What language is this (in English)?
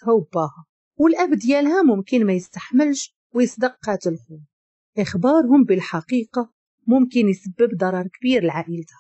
Moroccan Arabic